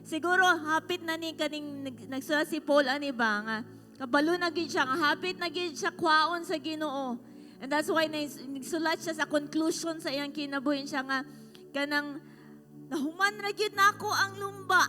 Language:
Cebuano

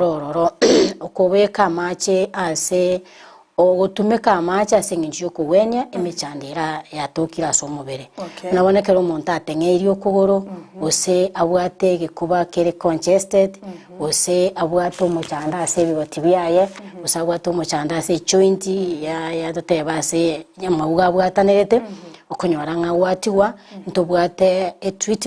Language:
Gusii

